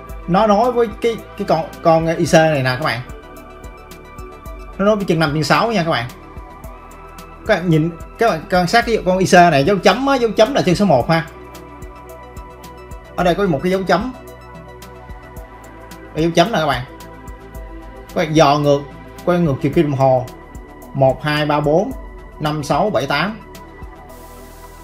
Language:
Vietnamese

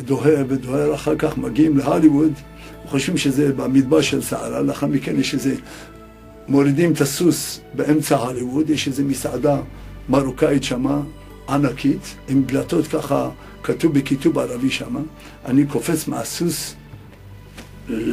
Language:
Hebrew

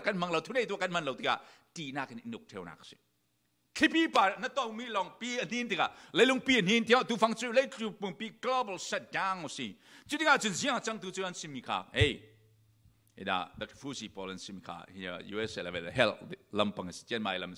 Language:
Falam Chin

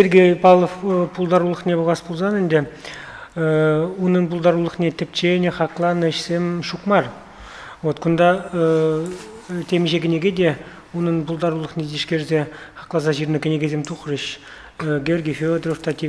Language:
Chuvash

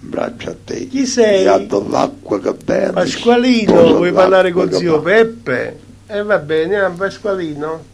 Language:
Neapolitan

